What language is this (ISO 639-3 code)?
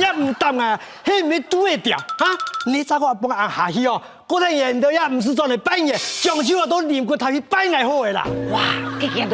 hak